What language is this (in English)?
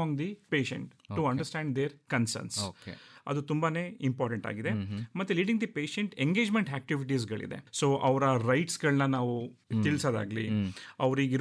Kannada